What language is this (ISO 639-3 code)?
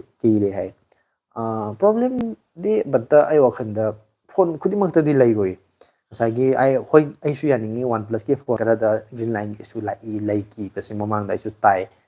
mni